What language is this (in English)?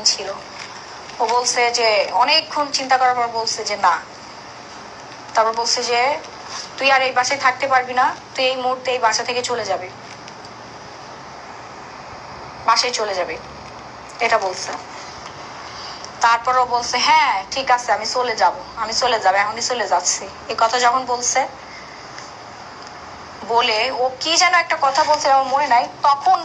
Bangla